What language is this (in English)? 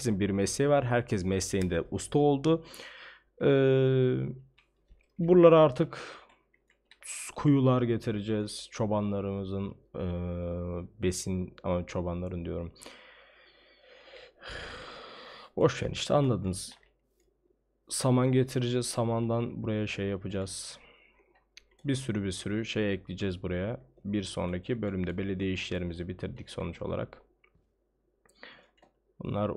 Turkish